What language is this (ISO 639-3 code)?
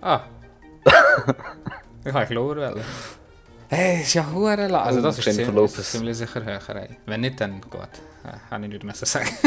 gsw